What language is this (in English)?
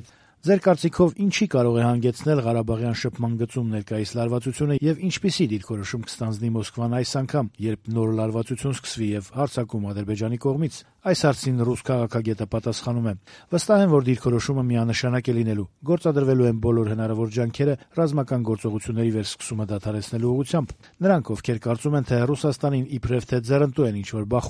Armenian